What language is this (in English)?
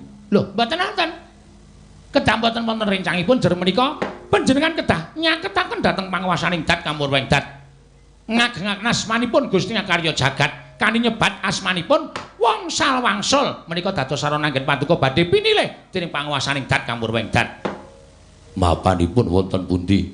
Javanese